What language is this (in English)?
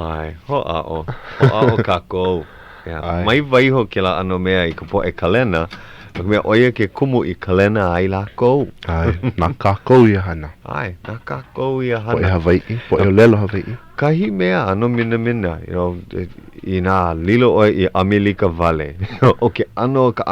Hawaiian